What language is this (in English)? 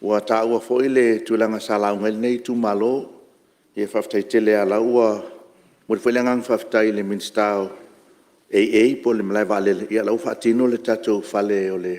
Samoan